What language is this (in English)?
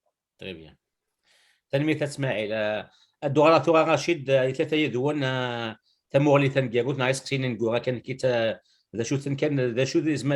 Kabyle